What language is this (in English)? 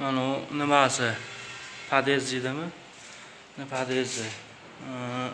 Uzbek